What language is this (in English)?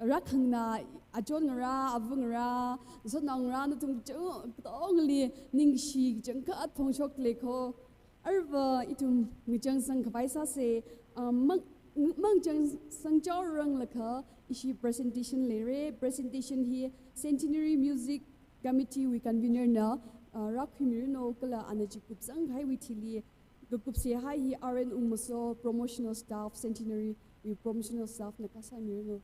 Tangkhul Naga (India)